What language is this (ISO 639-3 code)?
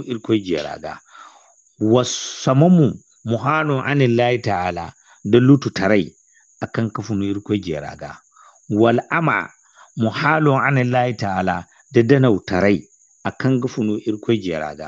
dje